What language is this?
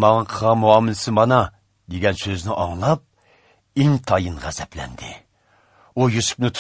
Uyghur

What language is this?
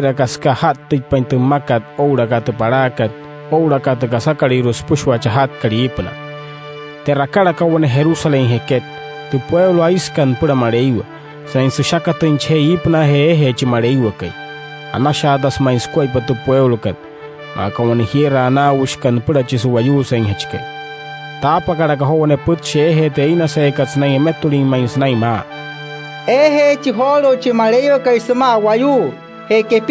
Wayuu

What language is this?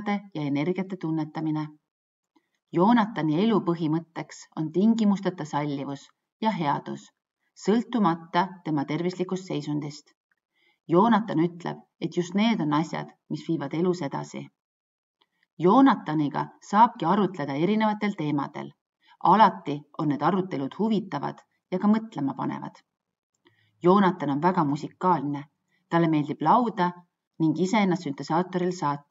Estonian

